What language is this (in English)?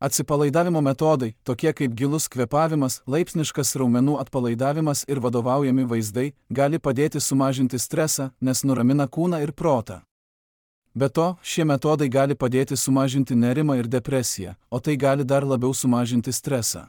Lithuanian